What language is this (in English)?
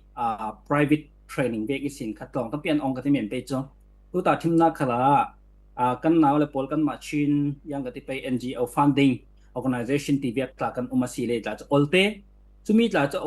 Falam Chin